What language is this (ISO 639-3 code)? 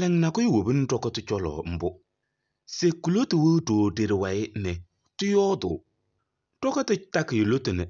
kbp